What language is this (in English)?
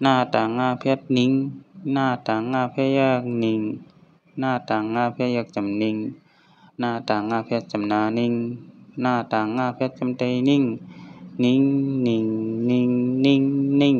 Shan